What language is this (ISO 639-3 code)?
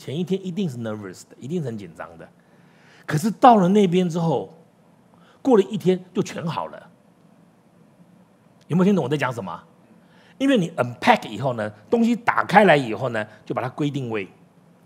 zho